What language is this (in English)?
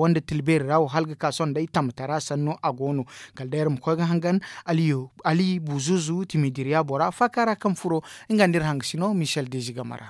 Zarma